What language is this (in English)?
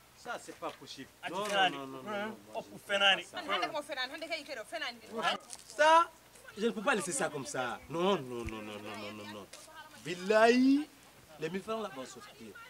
Fula